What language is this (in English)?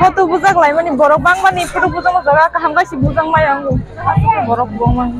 Kok Borok